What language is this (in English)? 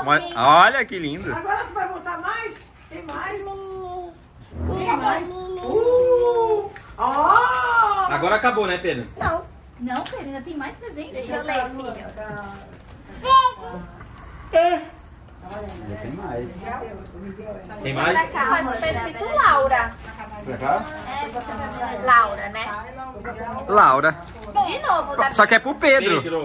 Portuguese